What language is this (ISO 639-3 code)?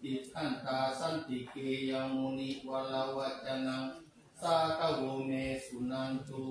pli